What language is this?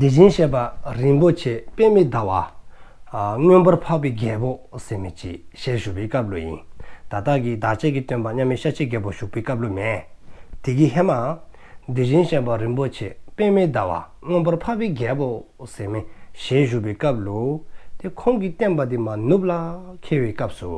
Dzongkha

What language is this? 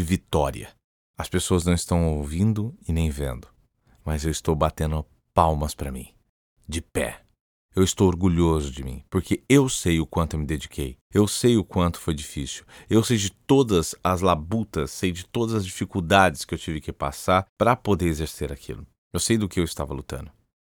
Portuguese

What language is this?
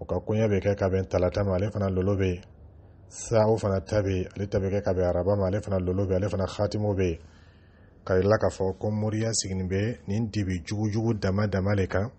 Dyula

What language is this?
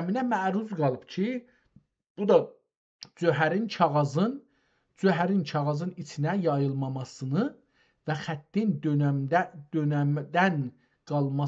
South Azerbaijani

